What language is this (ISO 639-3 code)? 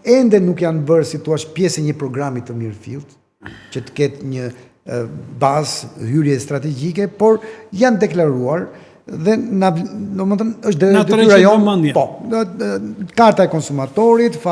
sqi